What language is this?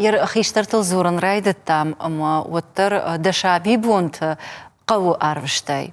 Ossetic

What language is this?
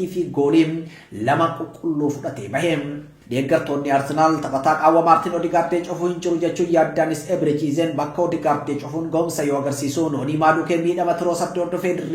Oromo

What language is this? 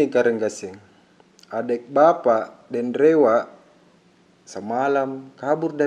Makassar Malay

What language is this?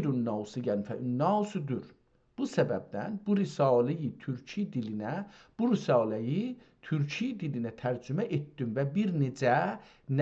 South Azerbaijani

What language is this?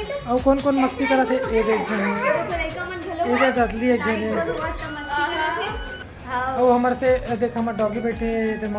Chhattisgarhi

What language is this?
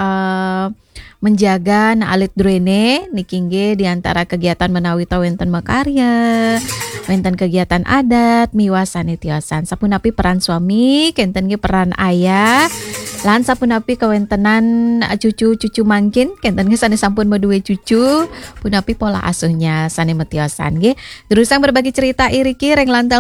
Balinese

